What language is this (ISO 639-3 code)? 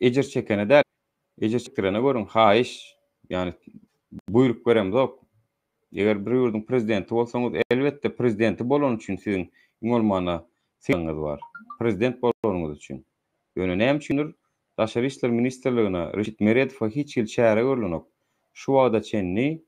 tuk